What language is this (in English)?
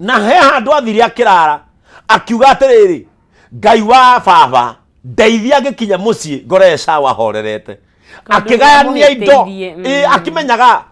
Kikuyu